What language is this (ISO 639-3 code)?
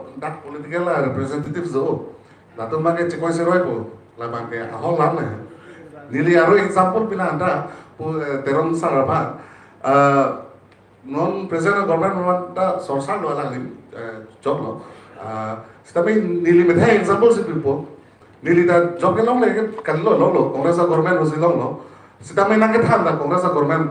mjw